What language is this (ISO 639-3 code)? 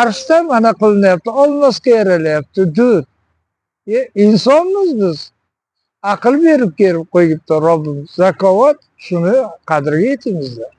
uzb